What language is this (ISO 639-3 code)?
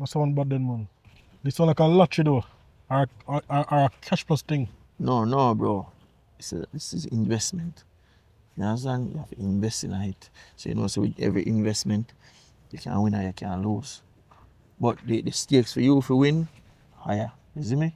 jam